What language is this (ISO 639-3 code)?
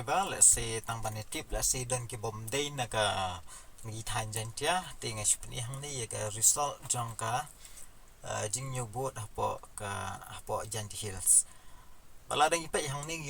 kha